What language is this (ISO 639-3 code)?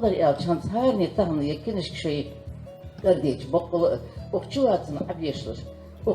inh